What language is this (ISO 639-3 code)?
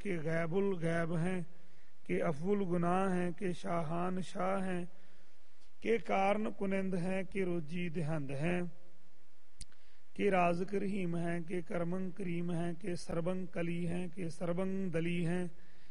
pan